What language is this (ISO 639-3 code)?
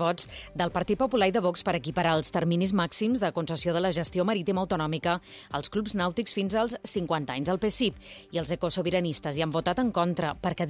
cat